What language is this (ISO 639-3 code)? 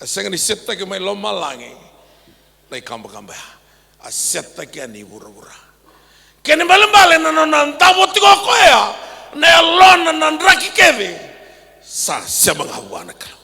fij